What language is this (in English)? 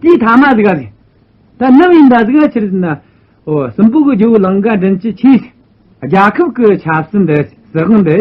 Amdo Tibetan